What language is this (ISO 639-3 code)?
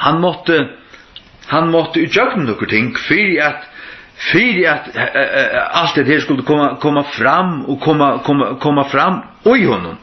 fao